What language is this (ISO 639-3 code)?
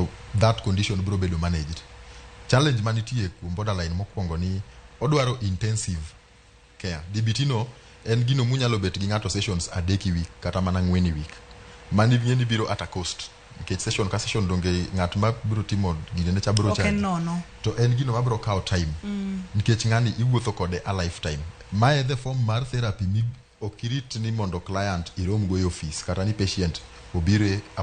luo